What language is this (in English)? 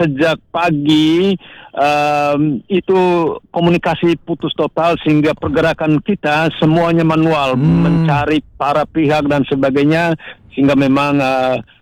Indonesian